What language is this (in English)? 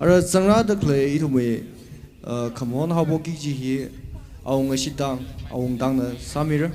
Tangkhul Naga (India)